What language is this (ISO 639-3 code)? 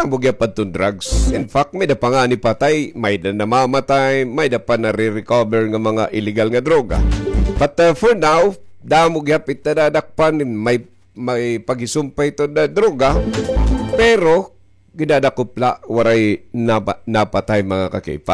war